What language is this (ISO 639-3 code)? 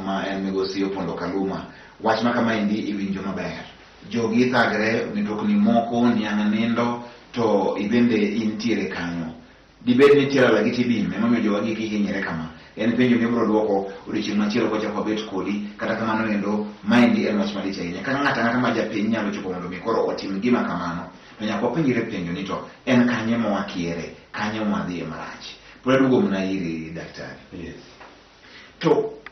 luo